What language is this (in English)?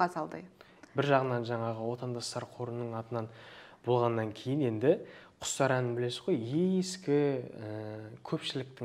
Kazakh